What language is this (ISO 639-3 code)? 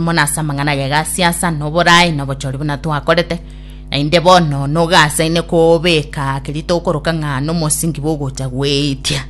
guz